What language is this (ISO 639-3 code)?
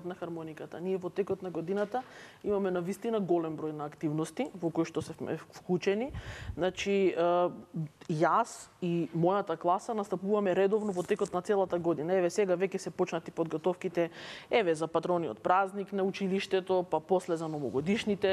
mkd